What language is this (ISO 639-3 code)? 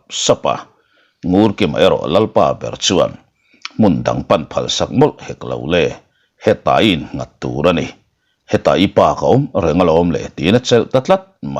lus